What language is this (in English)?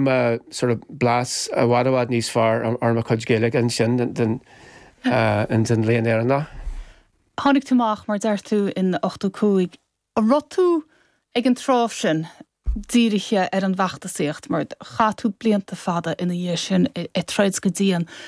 Irish